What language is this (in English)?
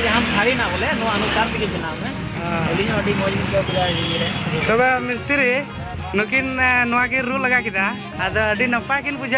Santali